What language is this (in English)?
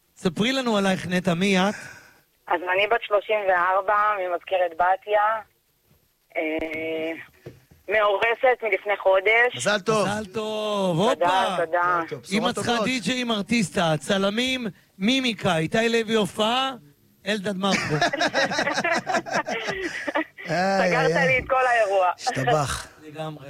Hebrew